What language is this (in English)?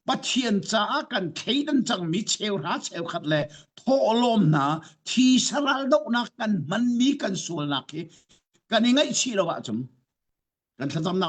Hakha Chin